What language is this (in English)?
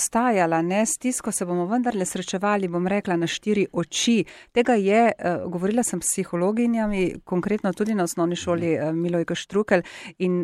Slovenian